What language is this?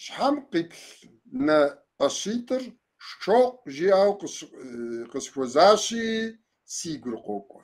Kabardian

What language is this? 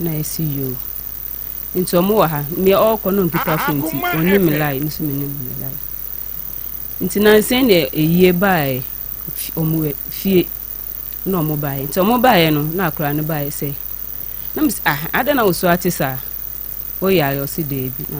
Akan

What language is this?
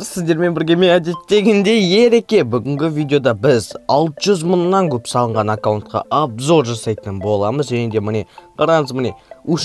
Kazakh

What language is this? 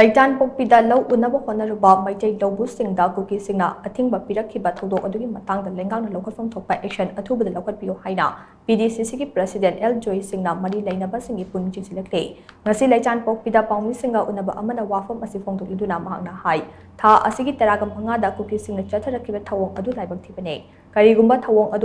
Manipuri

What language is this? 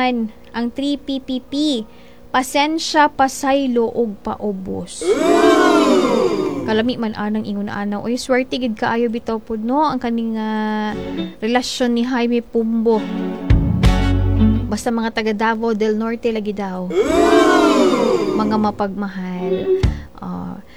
Cebuano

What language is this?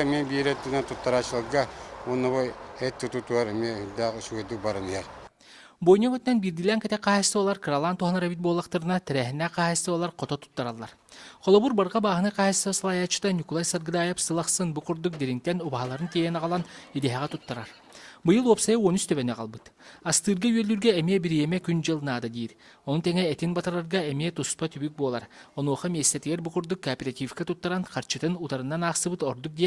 Yakut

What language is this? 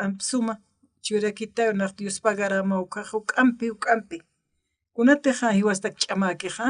Aymara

